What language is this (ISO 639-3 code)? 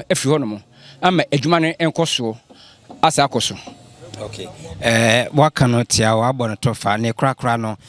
aka